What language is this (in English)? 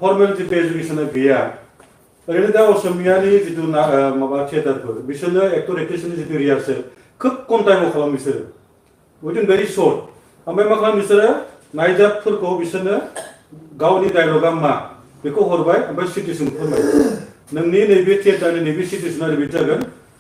Bodo